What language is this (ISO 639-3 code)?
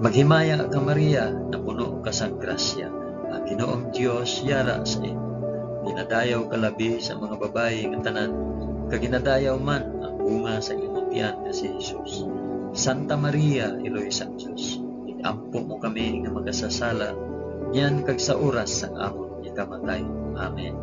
hil